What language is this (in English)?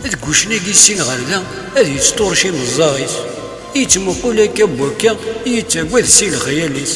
Kabyle